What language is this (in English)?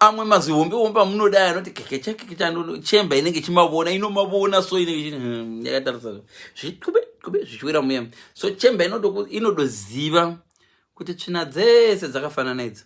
Shona